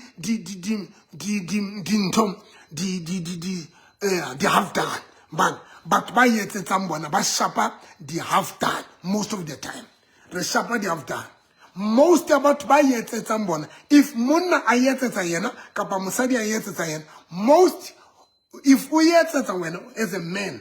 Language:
Southern Sotho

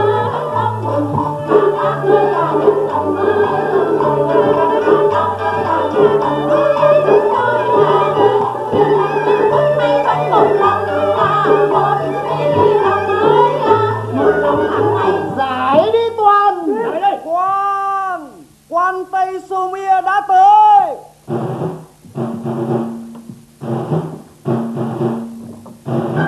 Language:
Vietnamese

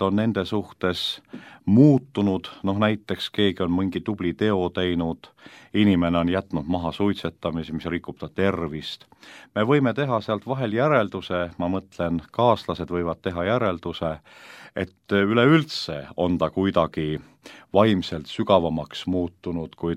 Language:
Estonian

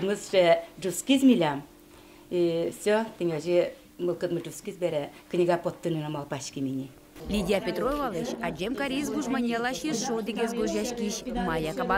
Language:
Udmurt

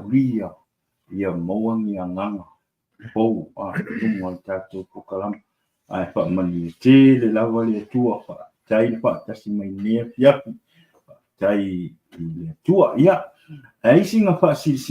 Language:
Samoan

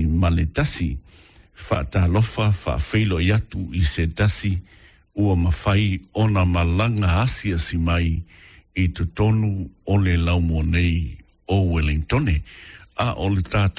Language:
Samoan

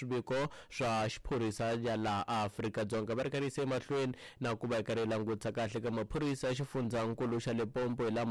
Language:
Tsonga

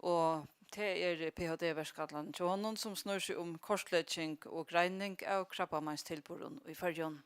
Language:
Faroese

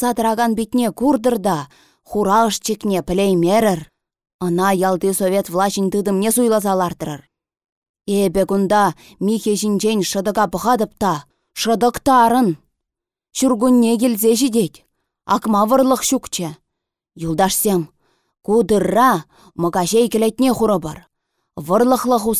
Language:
Chuvash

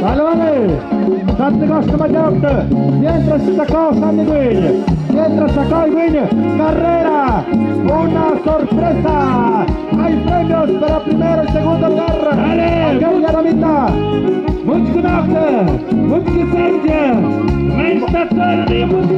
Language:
Tlahuitoltepec Mixe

